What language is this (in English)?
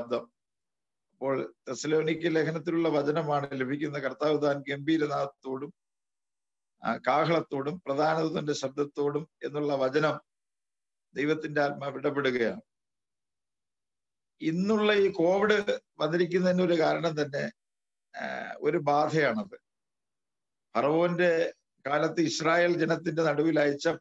Malayalam